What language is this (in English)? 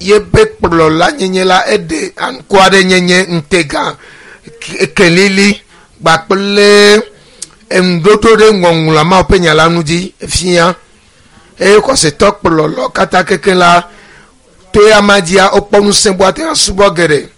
Ewe